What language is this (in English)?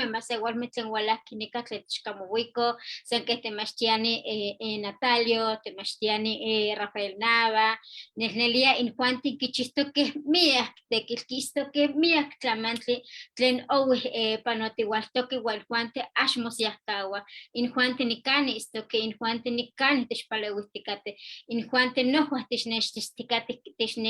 Eastern Huasteca Nahuatl